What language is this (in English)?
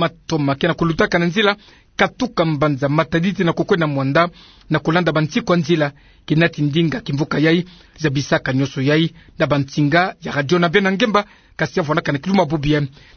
Kituba (Democratic Republic of Congo)